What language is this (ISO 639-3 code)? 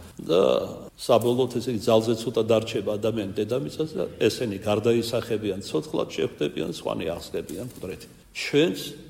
kat